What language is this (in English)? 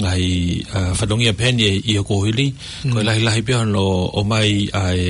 Tongan